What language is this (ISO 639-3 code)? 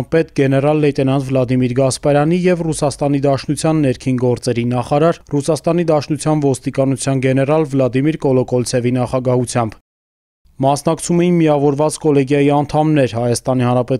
hye